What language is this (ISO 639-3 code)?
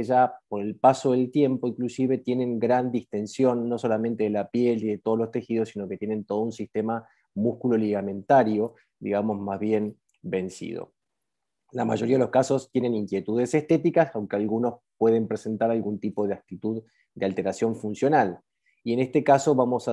spa